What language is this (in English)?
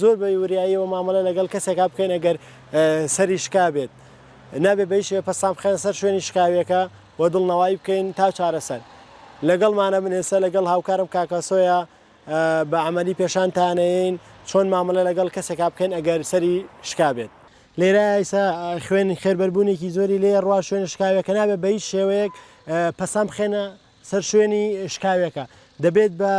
Central Kurdish